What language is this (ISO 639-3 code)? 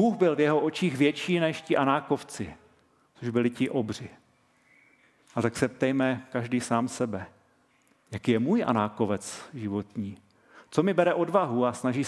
ces